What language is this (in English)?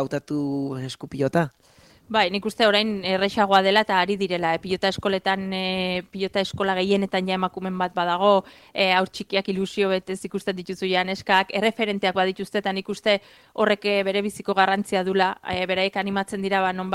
Basque